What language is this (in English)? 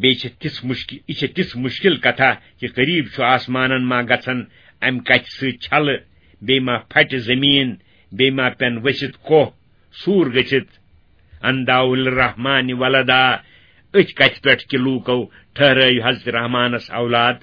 Kashmiri